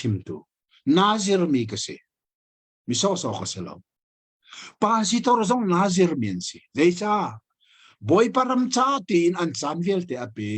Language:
Hakha Chin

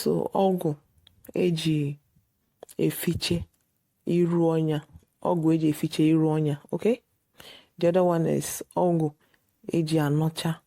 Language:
Igbo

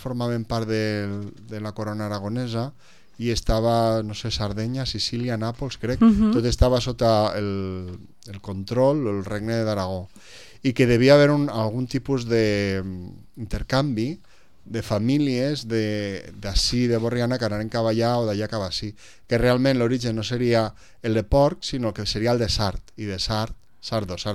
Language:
Catalan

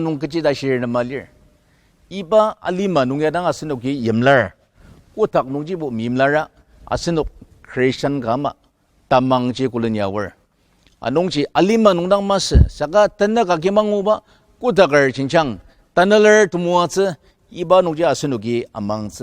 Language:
Ao Naga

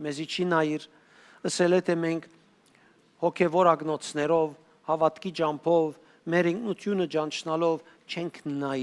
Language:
Western Armenian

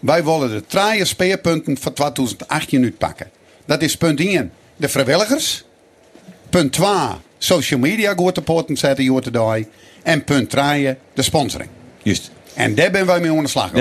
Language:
Western Frisian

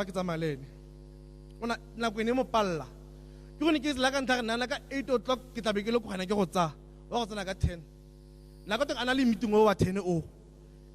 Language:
Tswana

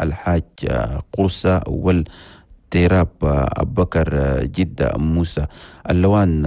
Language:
Chadian Arabic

